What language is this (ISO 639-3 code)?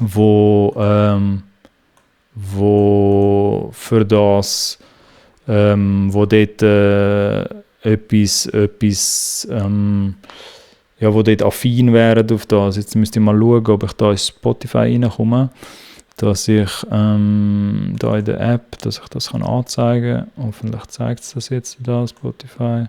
gsw